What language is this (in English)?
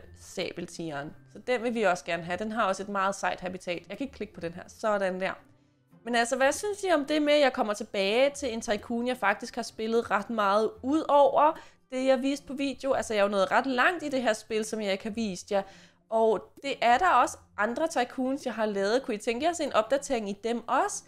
Danish